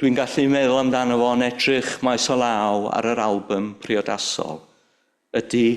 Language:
Welsh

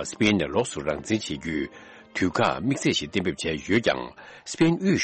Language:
Tibetan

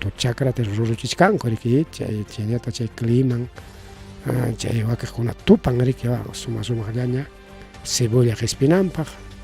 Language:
Ayacucho Quechua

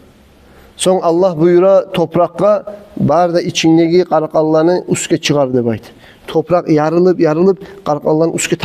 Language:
Kumyk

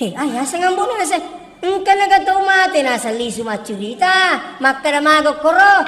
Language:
Buginese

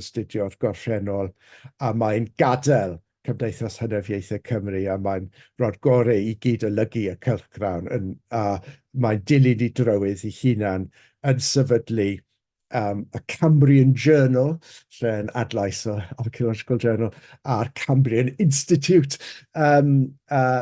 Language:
Welsh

